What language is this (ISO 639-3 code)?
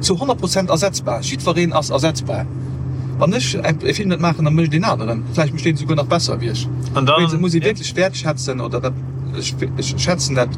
ltz